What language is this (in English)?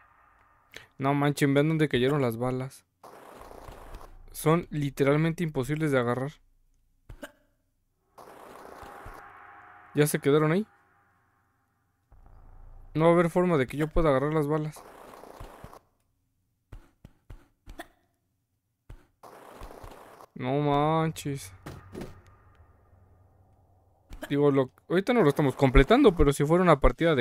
Spanish